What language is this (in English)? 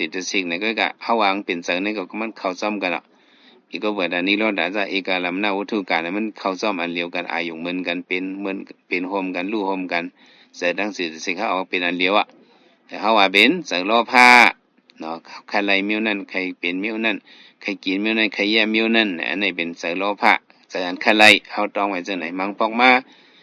Shan